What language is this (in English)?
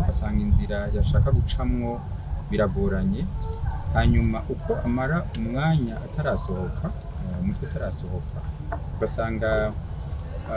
Rundi